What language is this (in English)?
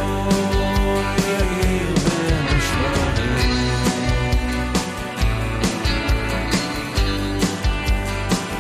Hebrew